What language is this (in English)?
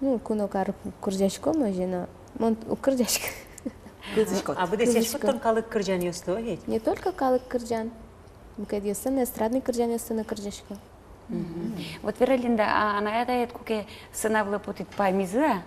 Udmurt